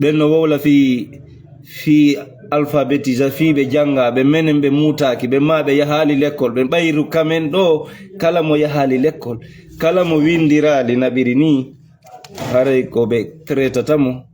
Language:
Fula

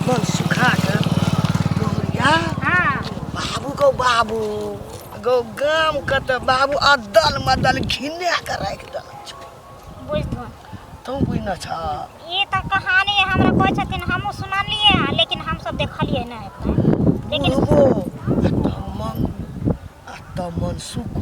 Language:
Maithili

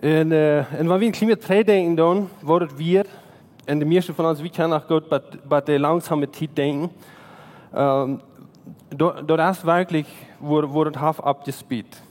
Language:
Plautdietsch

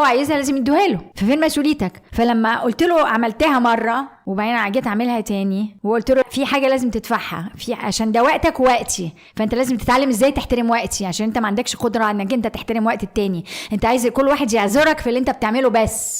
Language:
Egyptian Arabic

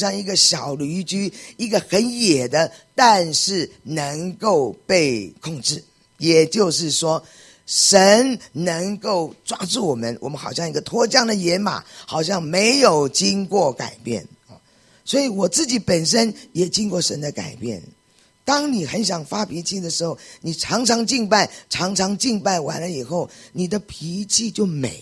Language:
Chinese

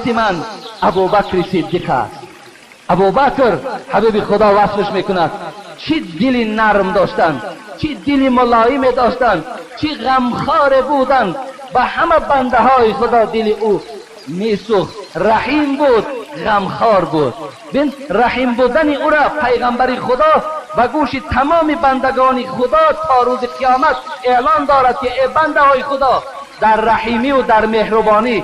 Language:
Tajik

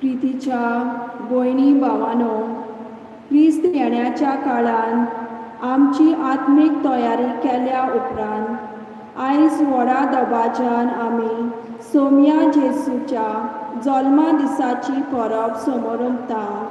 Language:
Konkani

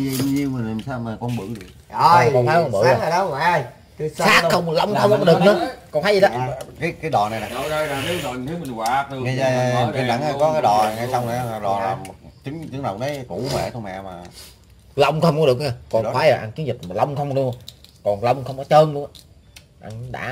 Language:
Vietnamese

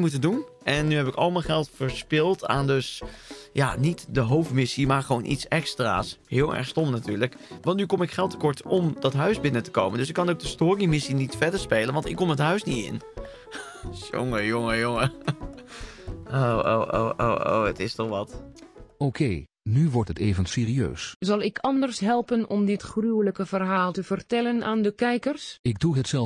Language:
Dutch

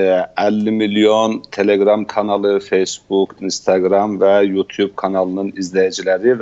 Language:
South Azerbaijani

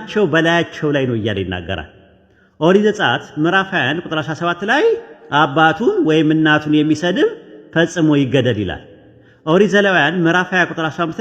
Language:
Amharic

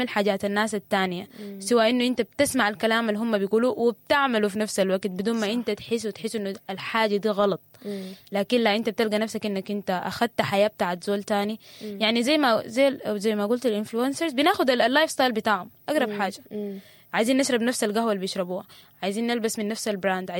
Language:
Sudanese Arabic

